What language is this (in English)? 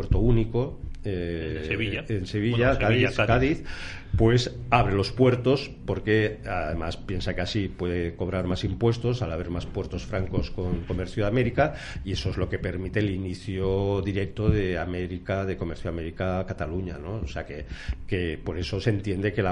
Spanish